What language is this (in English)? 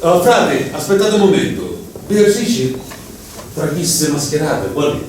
Sicilian